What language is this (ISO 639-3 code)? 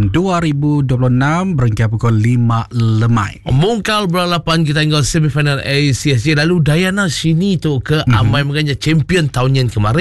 iba